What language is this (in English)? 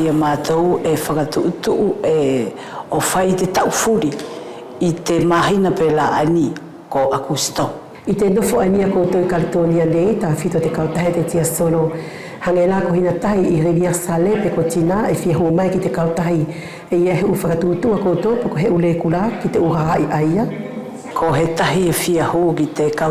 Wallisian